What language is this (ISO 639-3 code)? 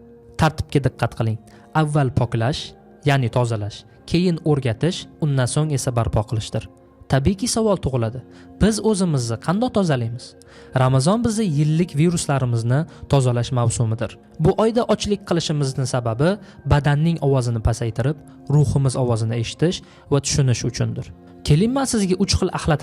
uzb